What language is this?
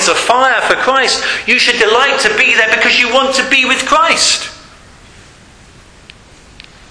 English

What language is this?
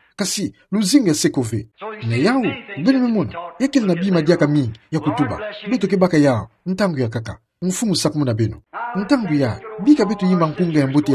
Kituba (Democratic Republic of Congo)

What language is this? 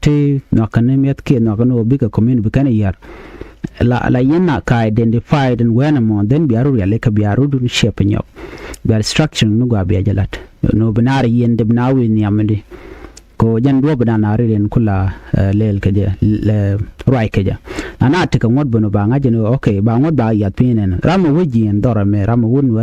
Nuer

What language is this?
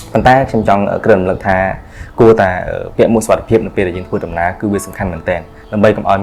Khmer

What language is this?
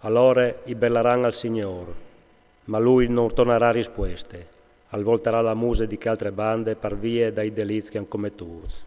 Friulian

